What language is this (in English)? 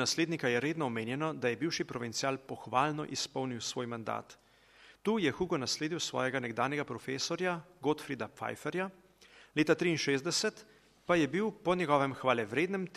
Slovenian